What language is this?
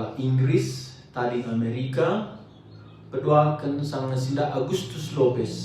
Batak Karo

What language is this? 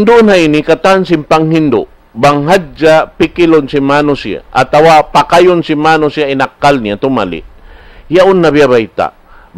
Tausug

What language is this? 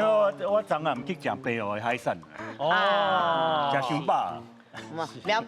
Min Nan Chinese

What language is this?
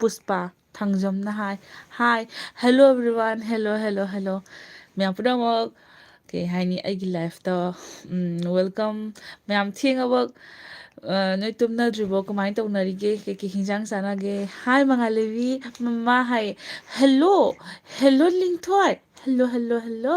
Manipuri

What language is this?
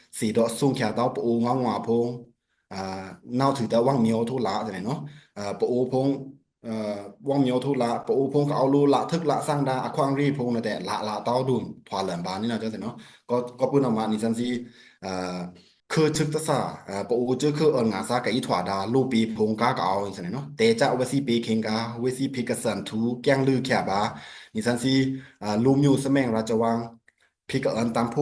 Pa'o Karen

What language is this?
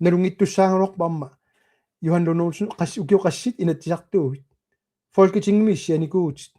Kalaallisut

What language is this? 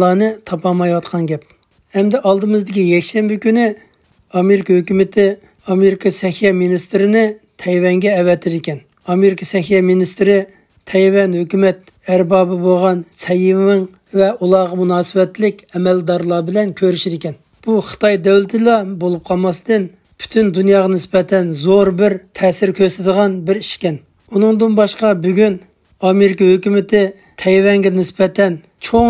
Uyghur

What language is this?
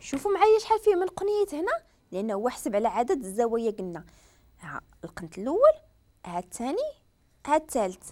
Moroccan Arabic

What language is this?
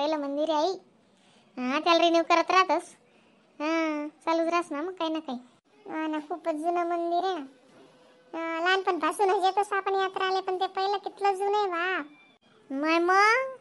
Khandesi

